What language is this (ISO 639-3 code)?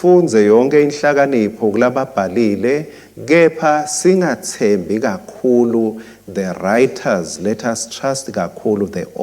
ssw